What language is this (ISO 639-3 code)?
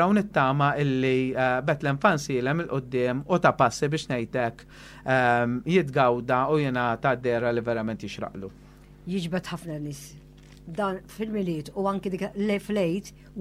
mlt